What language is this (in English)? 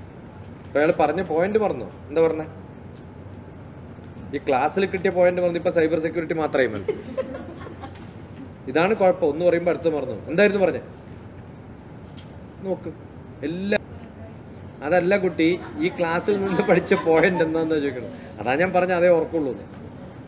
Malayalam